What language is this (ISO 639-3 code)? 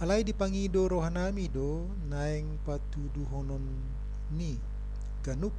bbc